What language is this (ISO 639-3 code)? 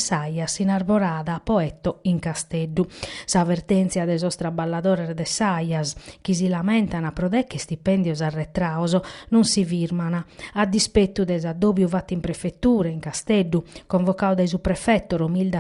srd